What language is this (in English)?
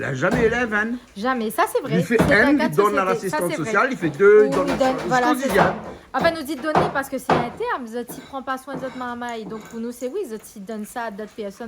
Réunion Creole French